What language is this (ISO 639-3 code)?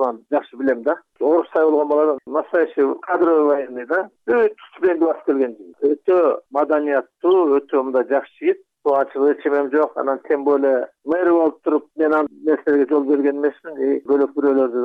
kir